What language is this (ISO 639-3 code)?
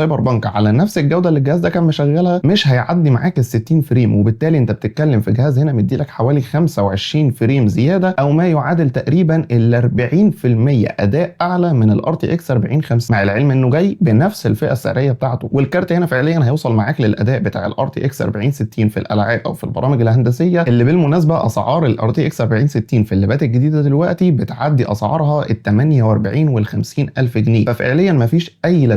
arz